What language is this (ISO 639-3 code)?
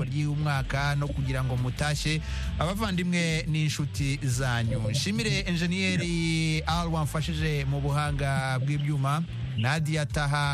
kin